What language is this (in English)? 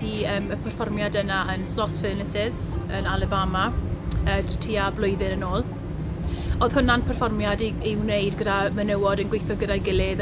Welsh